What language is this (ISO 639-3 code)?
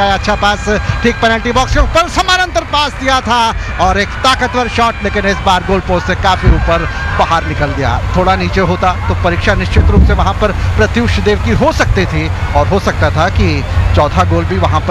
hin